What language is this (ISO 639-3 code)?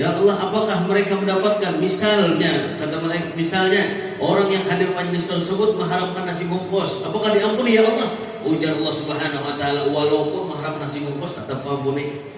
bjn